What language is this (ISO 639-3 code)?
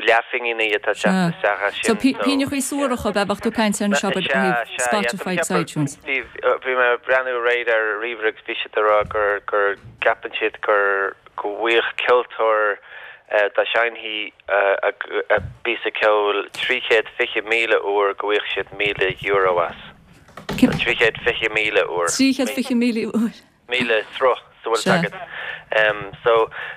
gle